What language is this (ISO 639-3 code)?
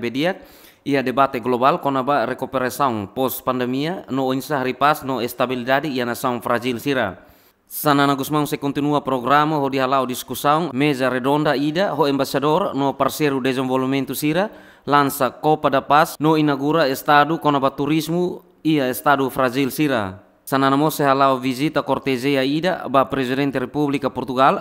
tet